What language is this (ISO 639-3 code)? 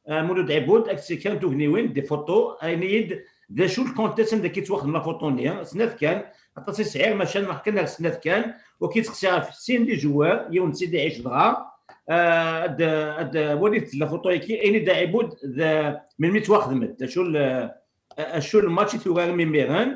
kab